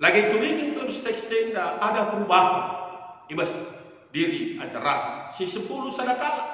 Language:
Batak Karo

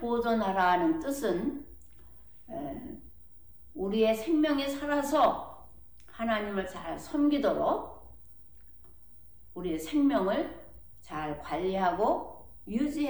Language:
Korean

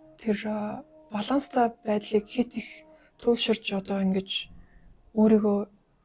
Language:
Mongolian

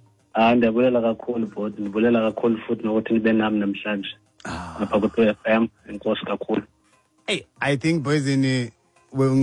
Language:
Xhosa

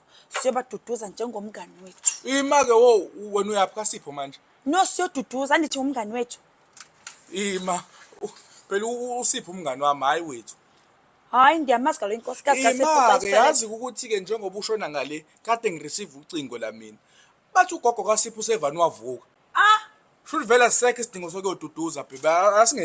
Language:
Zulu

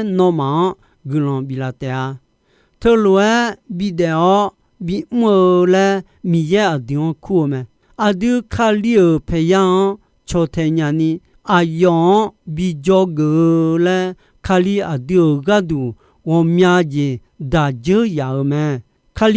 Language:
Akha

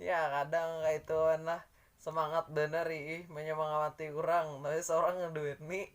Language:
Banjar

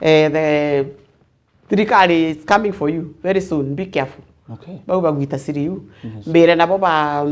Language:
Meru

